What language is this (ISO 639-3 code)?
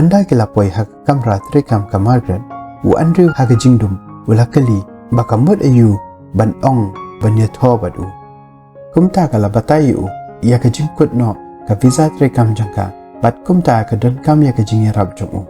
kha